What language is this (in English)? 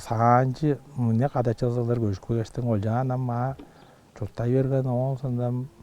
Tuvinian